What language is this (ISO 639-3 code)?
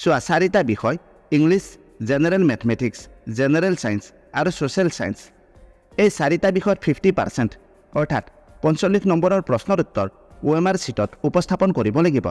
asm